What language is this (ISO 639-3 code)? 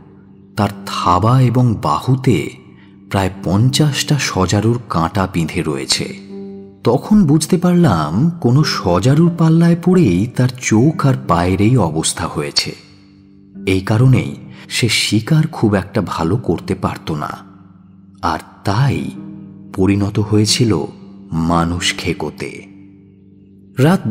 ben